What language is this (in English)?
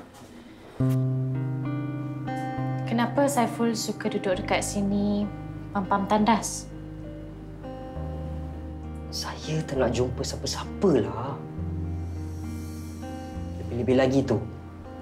Malay